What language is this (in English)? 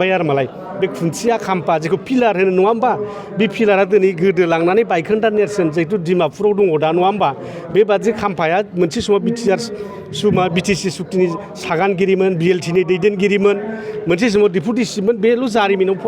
Bodo